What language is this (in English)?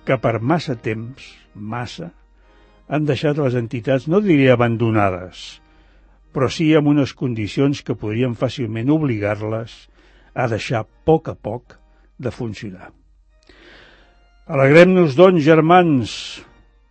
Catalan